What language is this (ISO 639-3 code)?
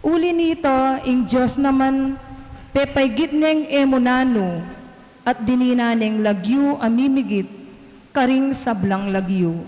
pam